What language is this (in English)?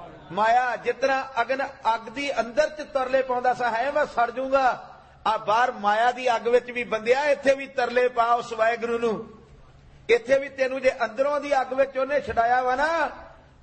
Punjabi